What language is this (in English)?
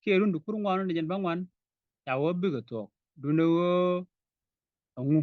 Nuer